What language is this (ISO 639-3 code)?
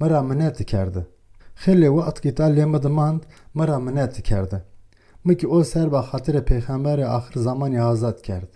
zza